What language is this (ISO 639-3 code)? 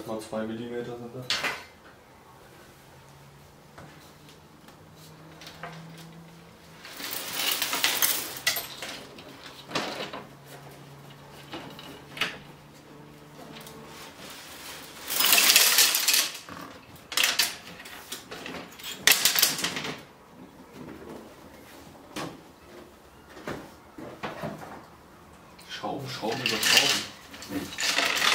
deu